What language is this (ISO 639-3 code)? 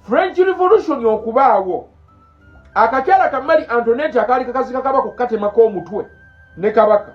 lug